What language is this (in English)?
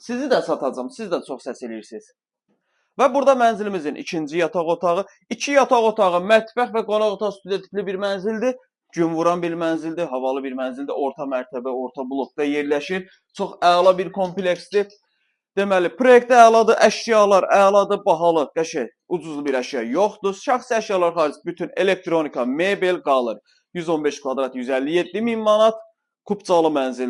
Azerbaijani